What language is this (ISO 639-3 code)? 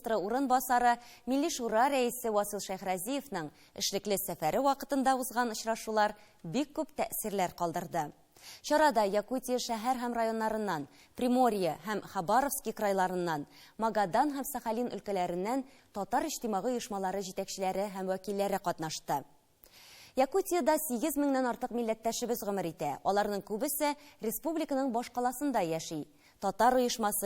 tat